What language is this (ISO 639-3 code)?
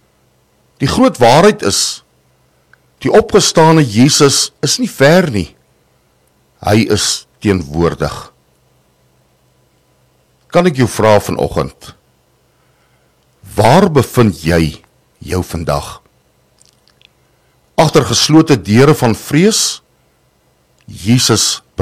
afr